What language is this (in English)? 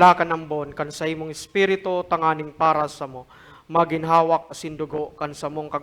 Bikol